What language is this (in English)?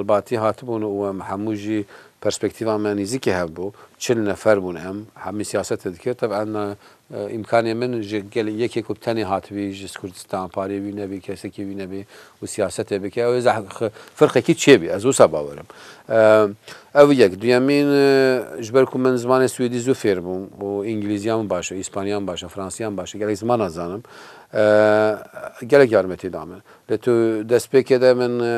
Kurdish